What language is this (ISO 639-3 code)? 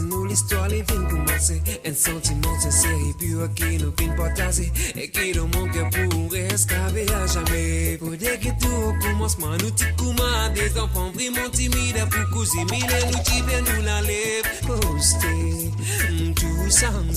mfe